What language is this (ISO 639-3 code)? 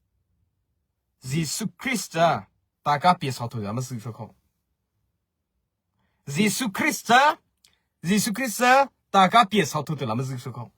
mrh